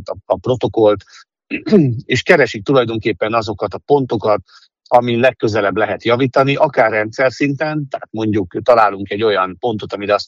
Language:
Hungarian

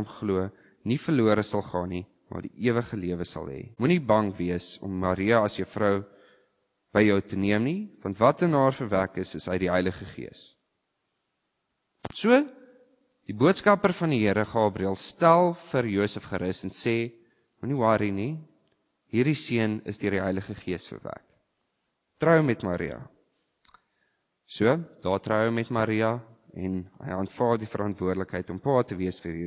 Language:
Afrikaans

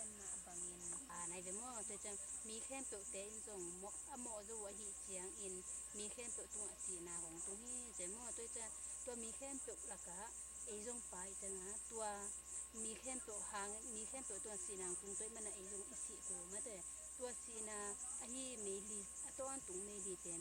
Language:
Tedim Chin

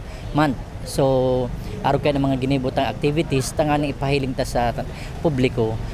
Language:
Bikol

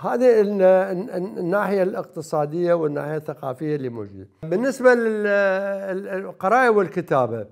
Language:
Mesopotamian Arabic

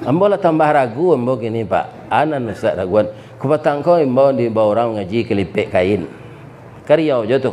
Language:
Minangkabau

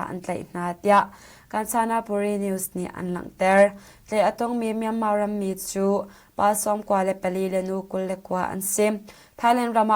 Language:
Hakha Chin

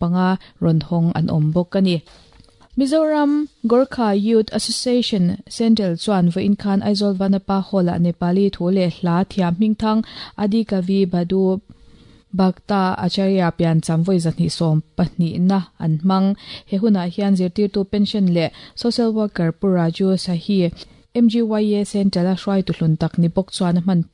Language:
Mizo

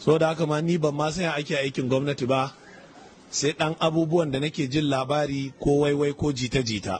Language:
Hausa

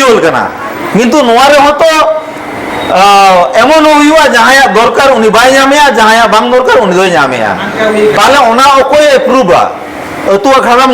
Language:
Santali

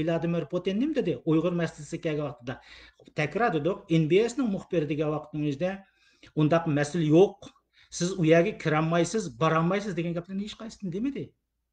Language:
Uyghur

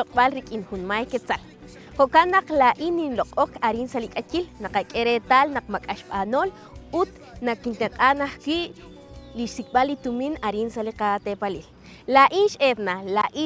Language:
Kekchí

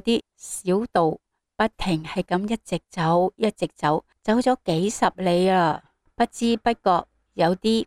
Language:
Cantonese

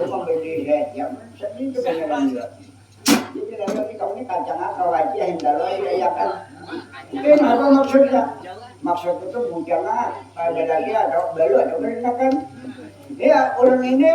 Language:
Banjar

